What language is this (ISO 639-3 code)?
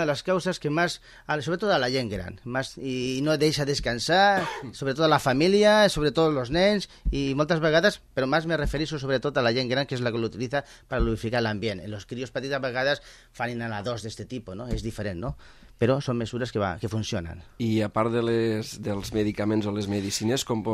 cat